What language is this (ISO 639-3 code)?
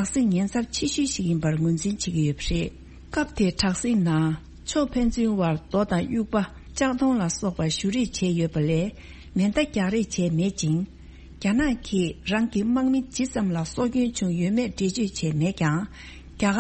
bod